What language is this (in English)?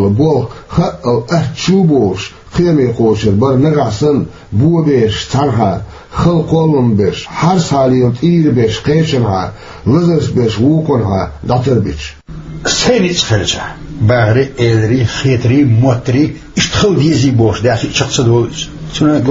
Chechen